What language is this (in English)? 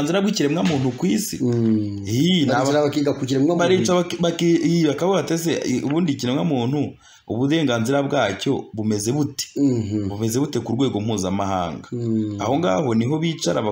Kinyarwanda